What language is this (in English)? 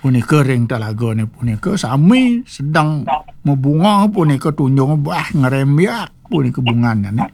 Balinese